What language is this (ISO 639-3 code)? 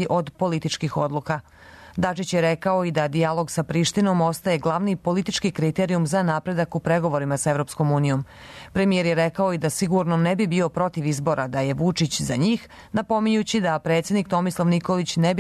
srp